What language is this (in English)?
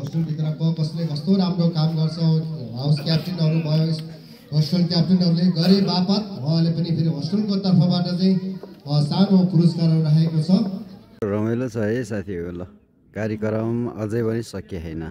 Nepali